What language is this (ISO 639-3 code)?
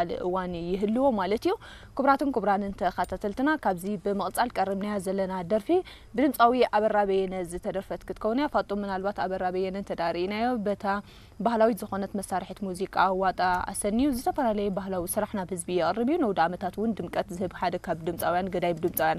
tir